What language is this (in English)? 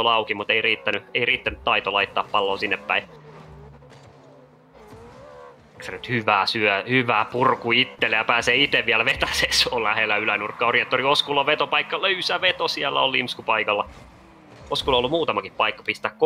Finnish